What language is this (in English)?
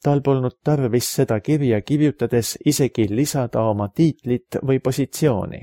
Estonian